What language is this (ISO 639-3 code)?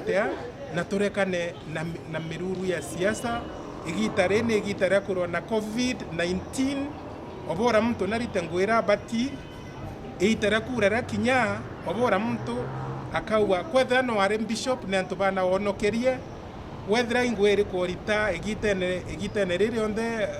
mer